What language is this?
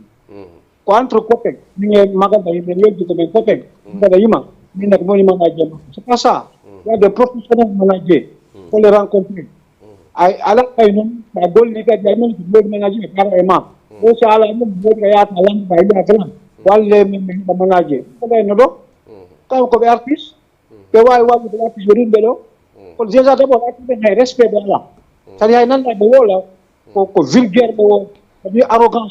Fula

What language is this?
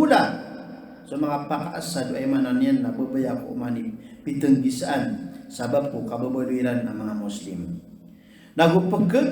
Maranao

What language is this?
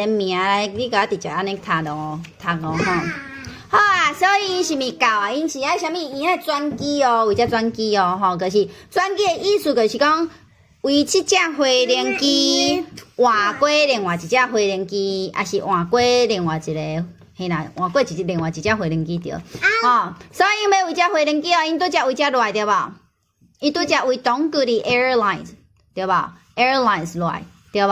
Min Nan Chinese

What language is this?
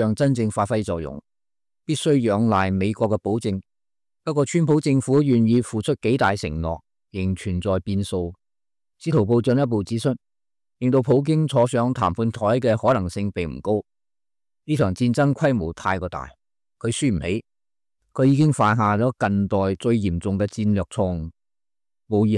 Cantonese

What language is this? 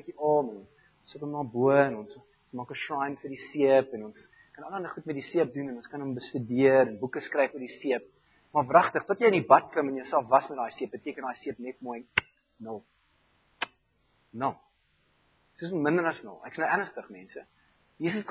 Afrikaans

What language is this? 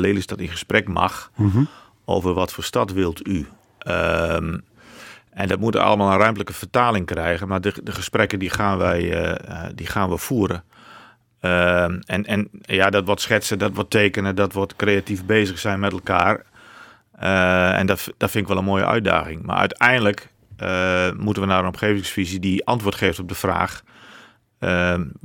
Dutch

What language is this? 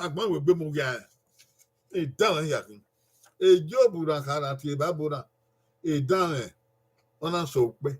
Bini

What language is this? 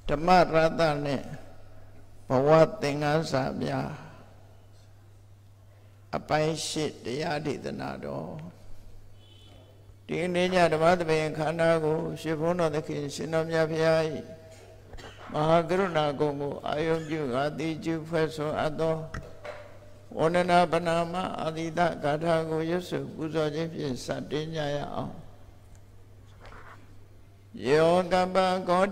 Burmese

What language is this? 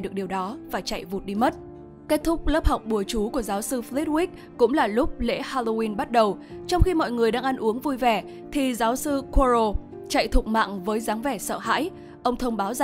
Vietnamese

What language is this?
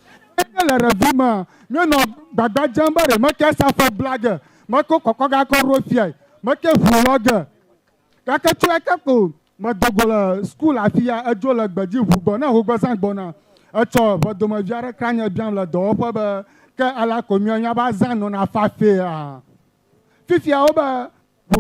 Ewe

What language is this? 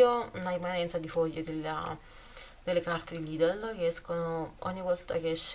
Italian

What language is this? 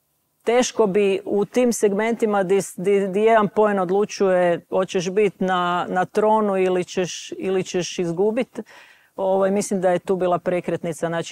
Croatian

